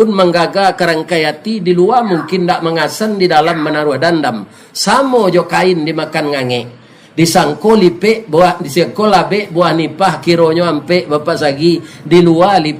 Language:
Minangkabau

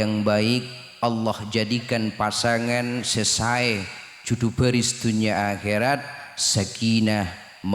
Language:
Madurese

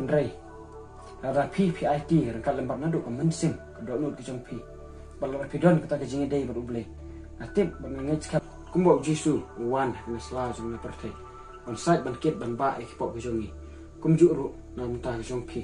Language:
Khasi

